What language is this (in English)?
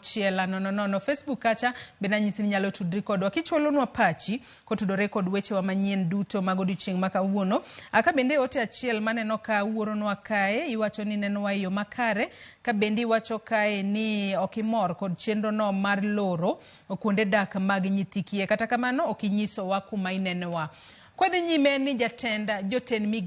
Luo (Kenya and Tanzania)